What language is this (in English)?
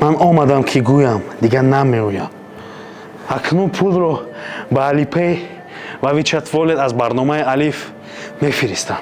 Tajik